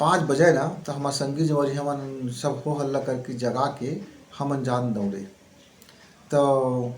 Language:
Chhattisgarhi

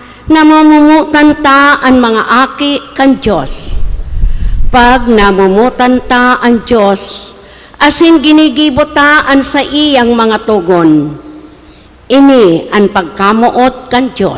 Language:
Bikol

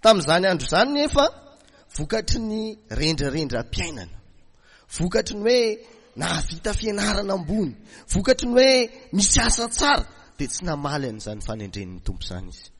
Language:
Malagasy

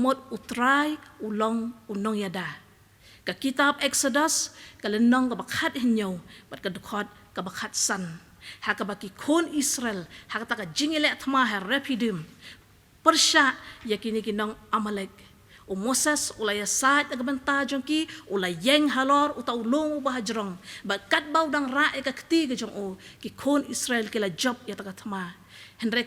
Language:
Khasi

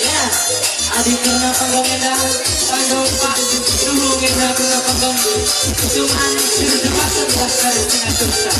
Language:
Batak Karo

